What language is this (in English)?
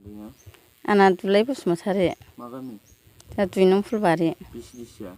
Bodo